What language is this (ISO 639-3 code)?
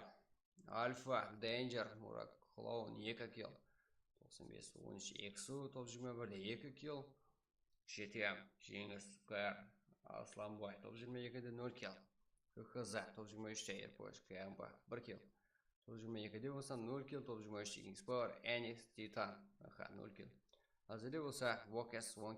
kaa